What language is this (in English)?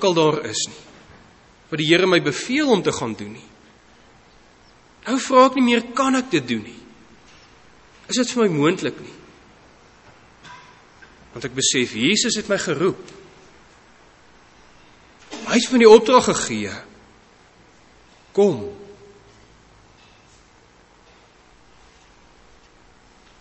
Afrikaans